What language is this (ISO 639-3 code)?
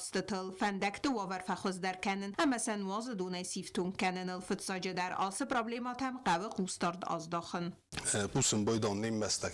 oss